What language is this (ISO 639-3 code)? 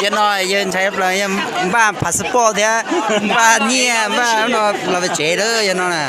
hmn